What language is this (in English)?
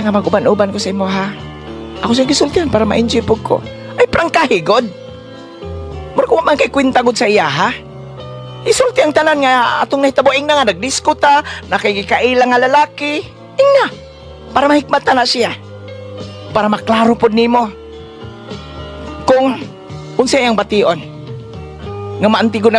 Cebuano